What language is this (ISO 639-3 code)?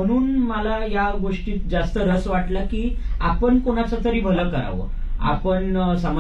mar